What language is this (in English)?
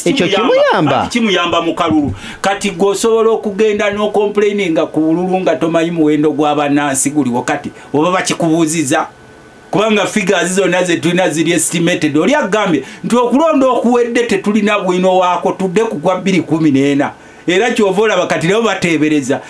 Ganda